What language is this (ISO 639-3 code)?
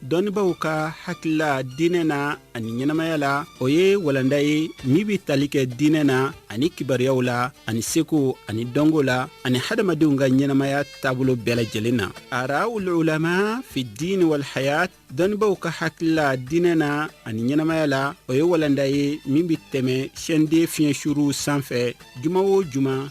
bam